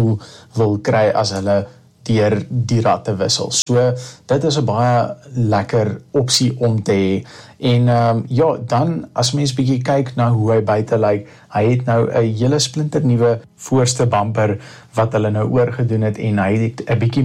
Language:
Afrikaans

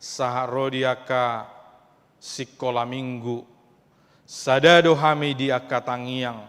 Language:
Batak Toba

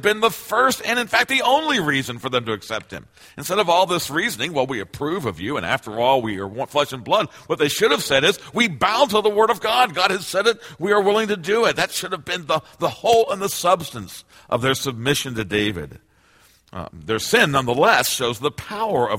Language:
English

